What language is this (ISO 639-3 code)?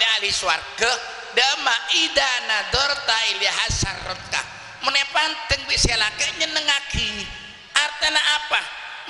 mad